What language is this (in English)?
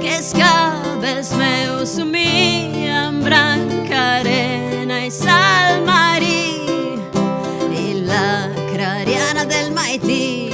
Sardinian